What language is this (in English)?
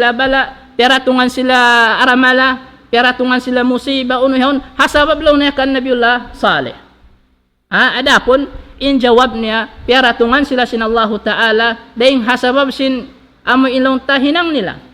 Tausug